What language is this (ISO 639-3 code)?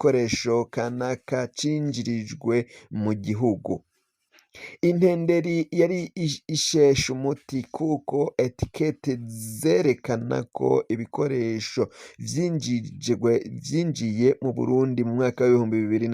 run